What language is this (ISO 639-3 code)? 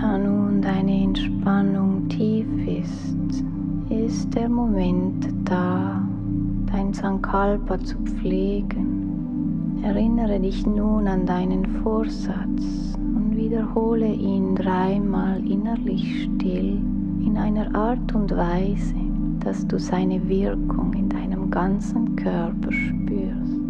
gsw